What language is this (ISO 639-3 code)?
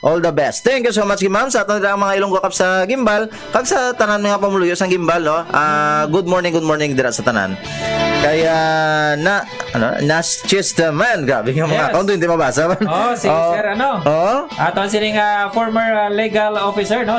hil